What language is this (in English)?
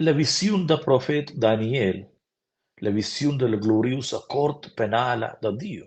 Romansh